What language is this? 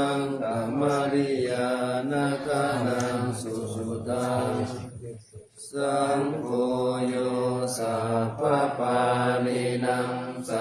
Pali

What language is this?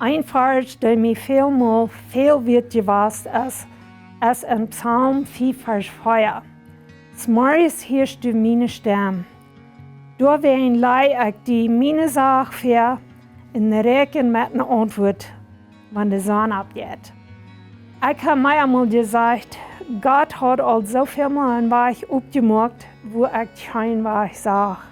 Plautdietsch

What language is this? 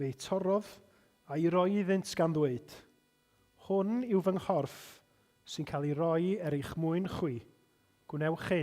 Welsh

